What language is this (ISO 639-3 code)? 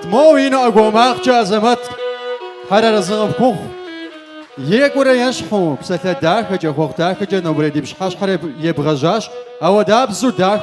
kbd